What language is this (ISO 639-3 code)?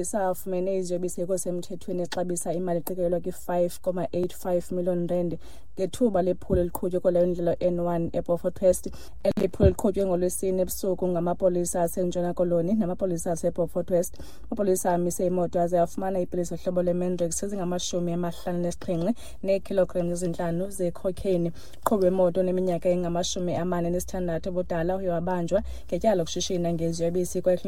xho